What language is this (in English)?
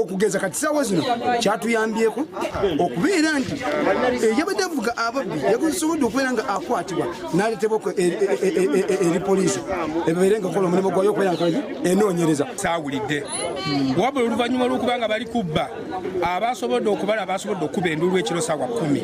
Ganda